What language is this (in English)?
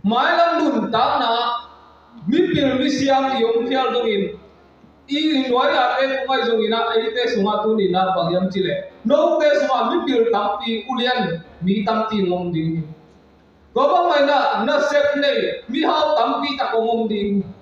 Tedim Chin